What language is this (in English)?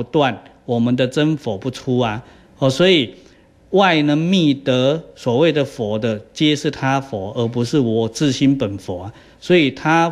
Chinese